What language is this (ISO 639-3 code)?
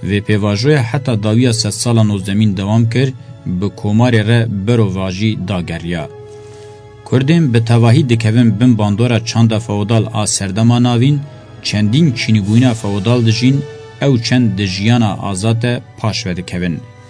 kur